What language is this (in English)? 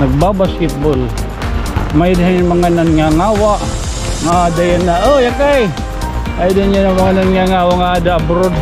Waray